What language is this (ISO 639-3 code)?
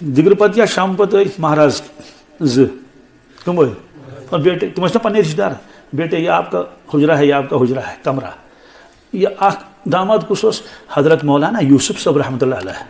kas